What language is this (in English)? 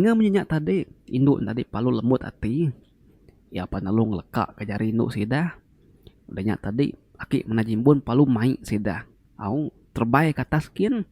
Iban